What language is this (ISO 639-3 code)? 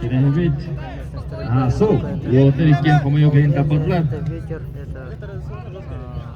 sah